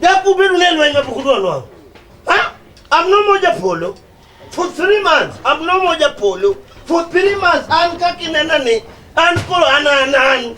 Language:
Luo (Kenya and Tanzania)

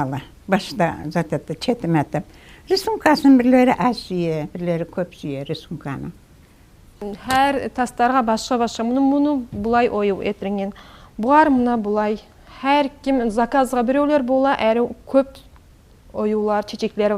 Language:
Kumyk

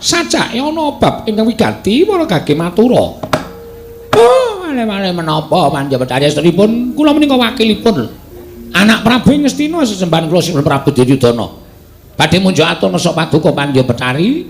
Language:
Javanese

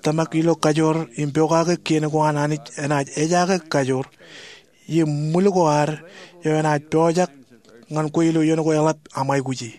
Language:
Marshallese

